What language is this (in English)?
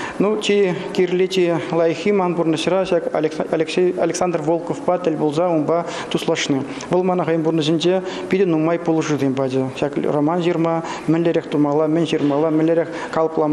Chuvash